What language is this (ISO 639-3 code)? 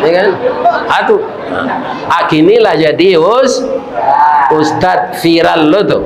min